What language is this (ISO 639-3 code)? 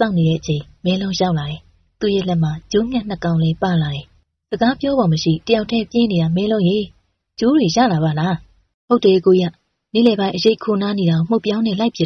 mya